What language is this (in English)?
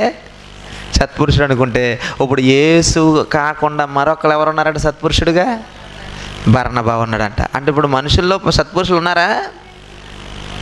Telugu